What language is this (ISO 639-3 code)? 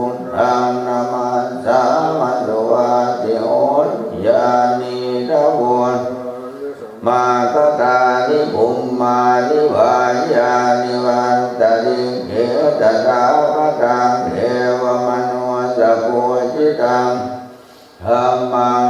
pli